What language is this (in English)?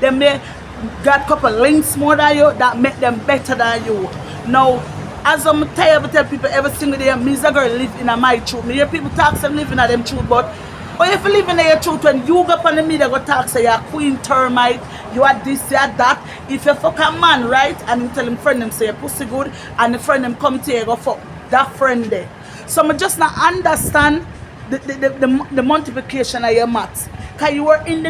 Jamaican Creole English